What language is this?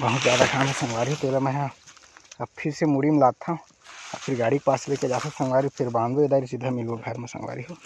Chhattisgarhi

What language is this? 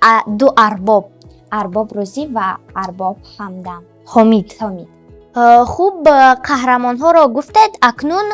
Tajik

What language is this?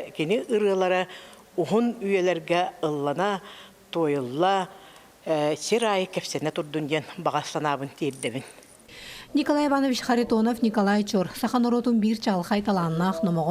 Yakut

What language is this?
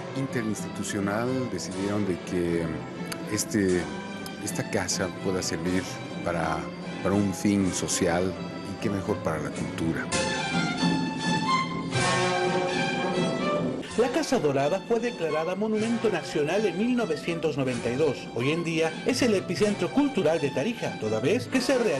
Spanish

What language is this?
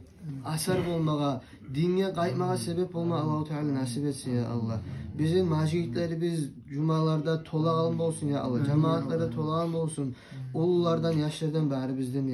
Kumyk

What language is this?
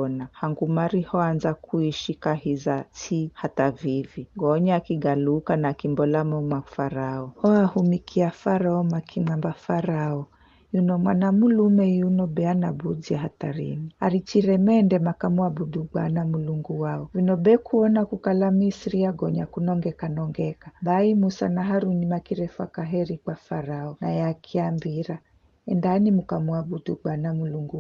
Giryama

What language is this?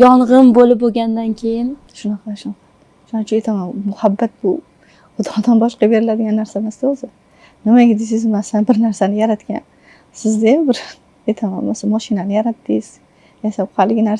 Uzbek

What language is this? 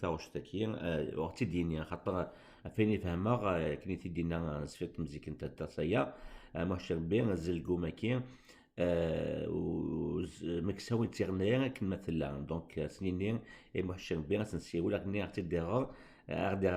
Kabyle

